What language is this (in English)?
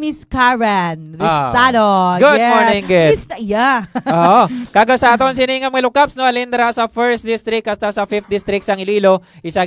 Hiligaynon